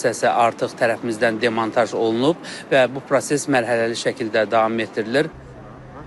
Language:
Azerbaijani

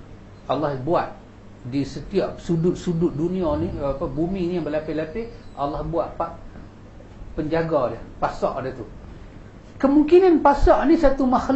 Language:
Malay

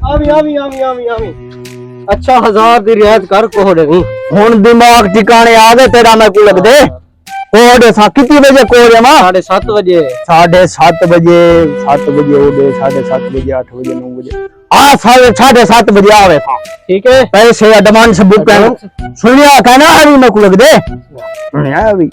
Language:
Saraiki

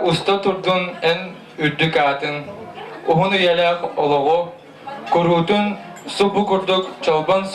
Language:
Yakut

